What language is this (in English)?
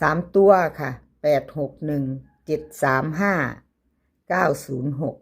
Lao